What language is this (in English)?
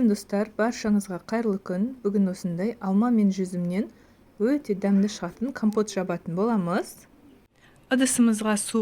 Kazakh